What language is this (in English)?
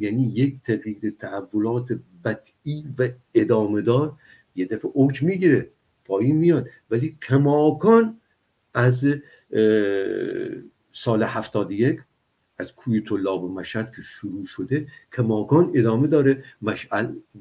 Persian